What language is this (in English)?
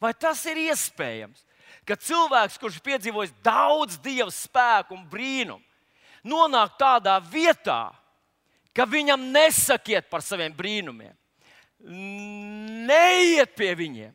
Latvian